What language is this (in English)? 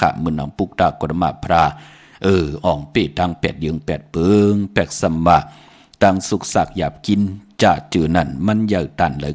Shan